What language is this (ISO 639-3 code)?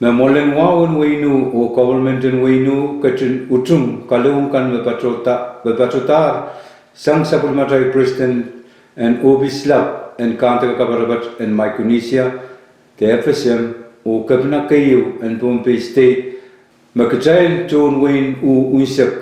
pon